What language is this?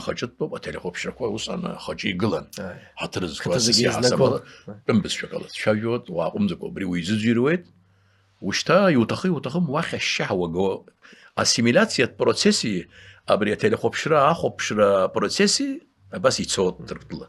Abkhazian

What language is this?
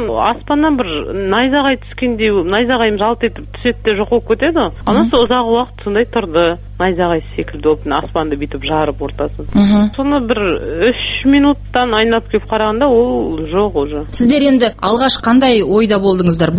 Kazakh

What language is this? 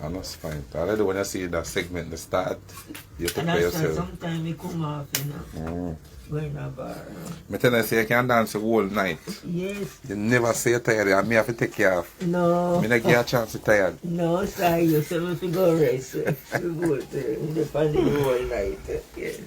Jamaican Creole English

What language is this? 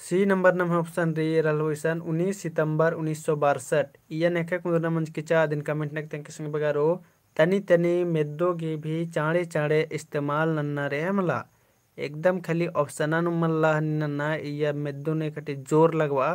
Kurukh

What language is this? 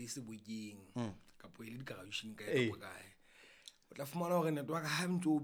Southern Sotho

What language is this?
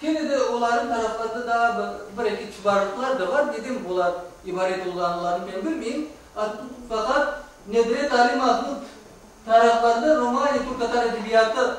Crimean Tatar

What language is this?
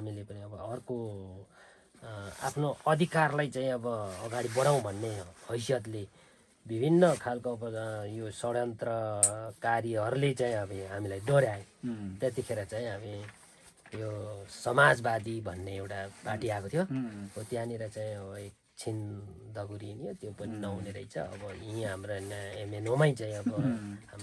Nepali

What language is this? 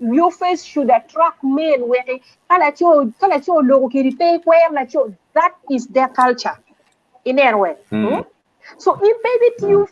Acoli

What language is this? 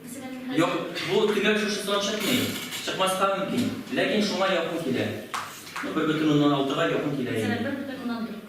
Tatar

